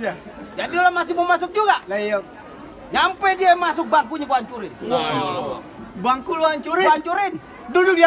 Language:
Betawi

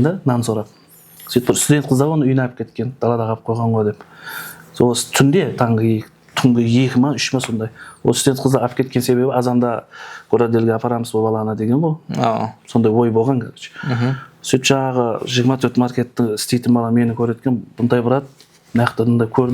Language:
Kara-Kalpak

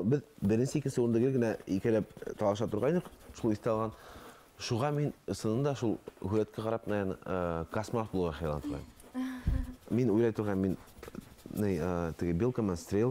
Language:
Bashkir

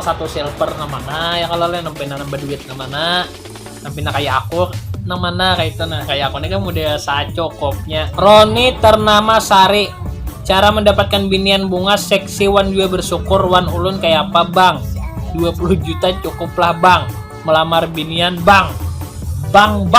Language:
Banjar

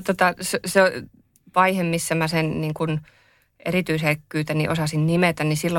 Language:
Finnish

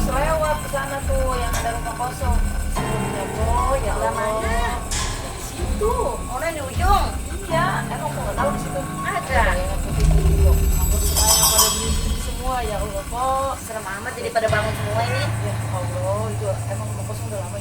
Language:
Betawi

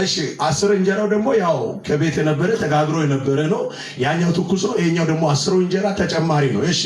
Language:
Amharic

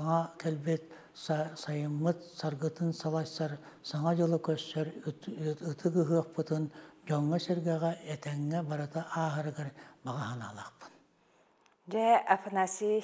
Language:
Yakut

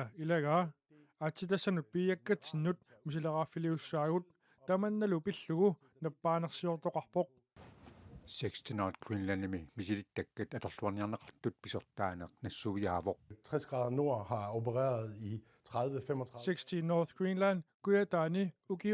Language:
Kalaallisut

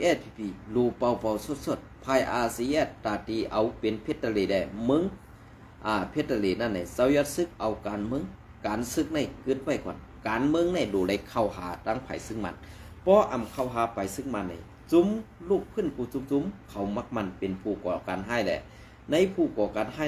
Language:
Shan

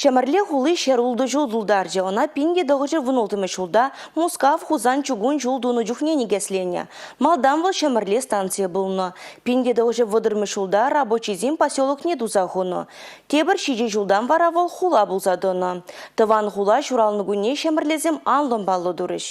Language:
Chuvash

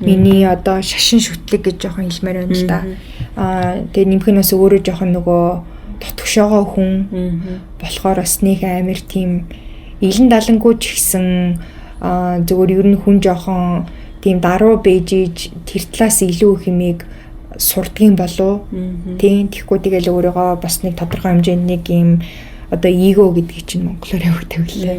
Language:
Mongolian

